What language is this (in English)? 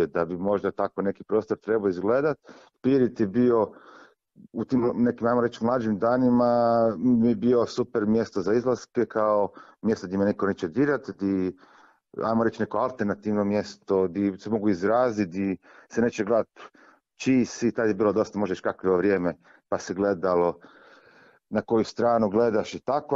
Croatian